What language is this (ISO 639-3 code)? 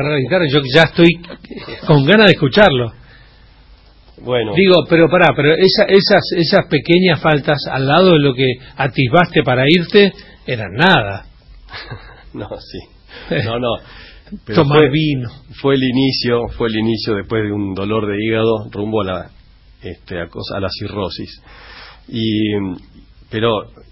spa